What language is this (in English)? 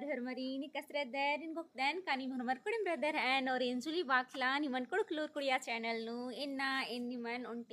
Kurukh